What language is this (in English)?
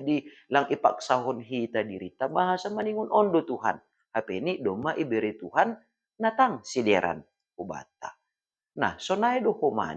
Batak Simalungun